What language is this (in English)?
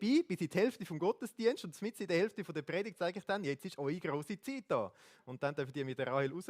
Swiss German